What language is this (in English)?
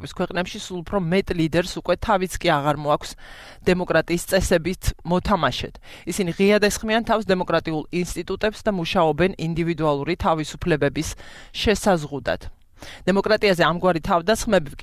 Georgian